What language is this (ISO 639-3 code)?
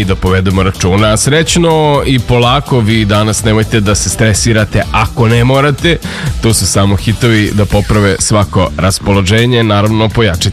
srp